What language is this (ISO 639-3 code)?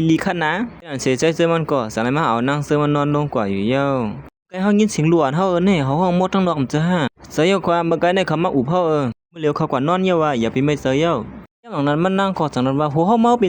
shn